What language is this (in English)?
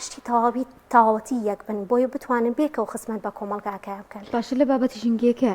Central Kurdish